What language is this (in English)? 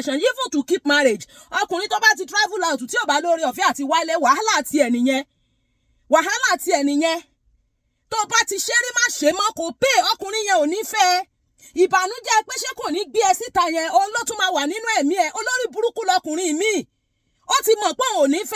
Yoruba